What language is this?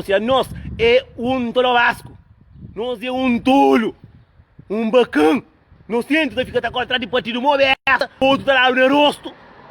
Kabuverdianu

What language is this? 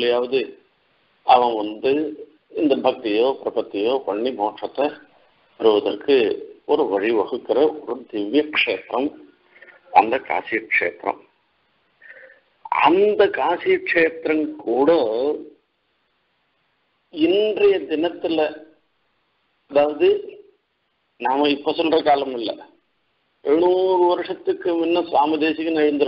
Tamil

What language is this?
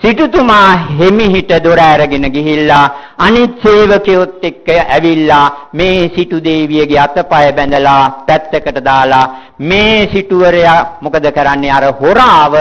Sinhala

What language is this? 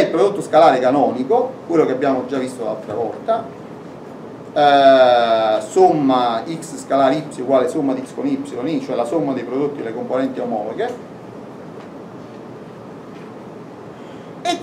Italian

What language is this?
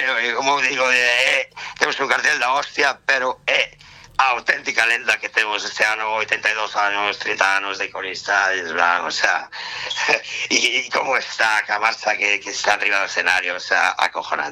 Galician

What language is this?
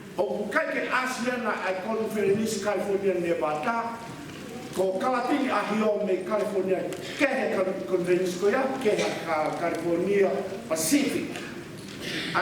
Tongan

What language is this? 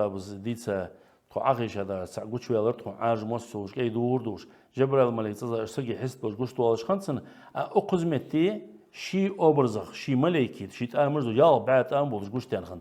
Ingush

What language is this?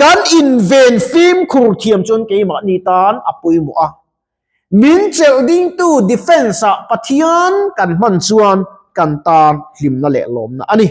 Mizo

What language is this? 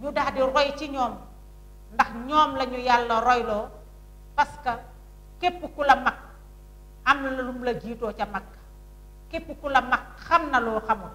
Wolof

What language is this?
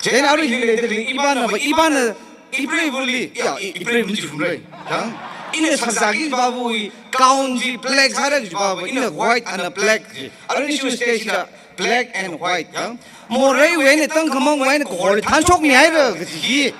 Tangkhul Naga (India)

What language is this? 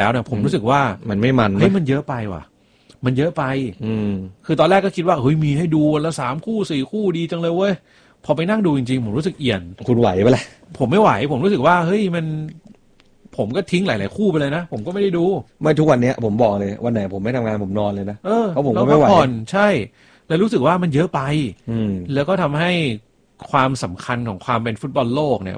Thai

